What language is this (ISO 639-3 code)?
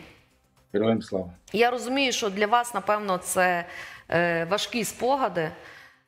ukr